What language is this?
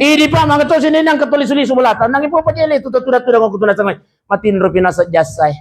Buginese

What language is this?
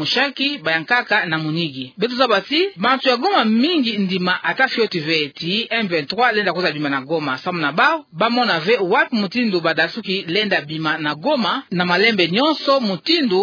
Kituba (Democratic Republic of Congo)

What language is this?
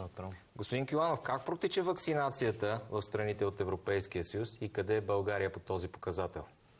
Bulgarian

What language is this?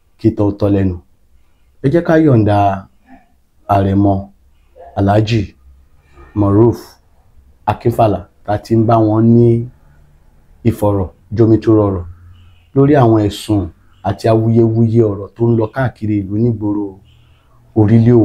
Yoruba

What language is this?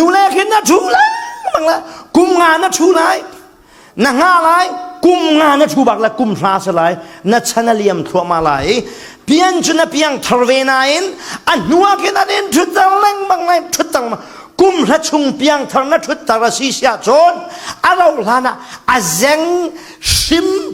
Falam Chin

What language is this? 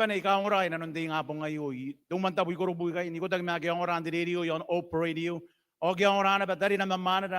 Gilbertese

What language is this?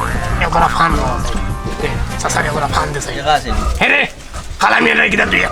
Sylheti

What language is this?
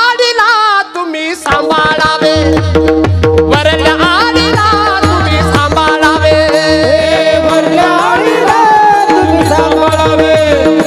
Marathi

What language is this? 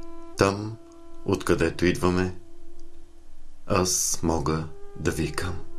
Bulgarian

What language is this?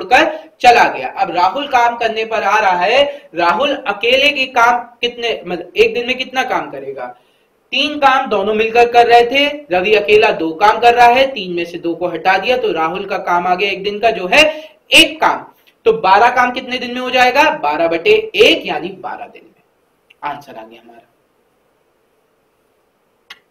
Hindi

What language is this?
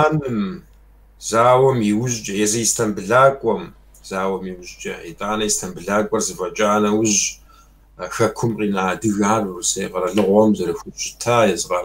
Kabardian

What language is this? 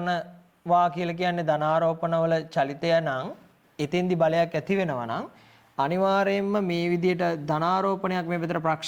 Sinhala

